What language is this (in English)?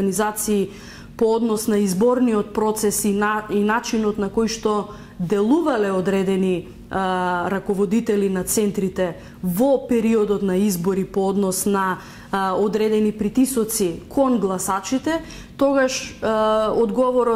Macedonian